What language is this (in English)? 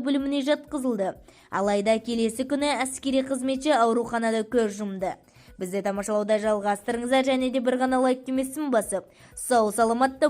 Kazakh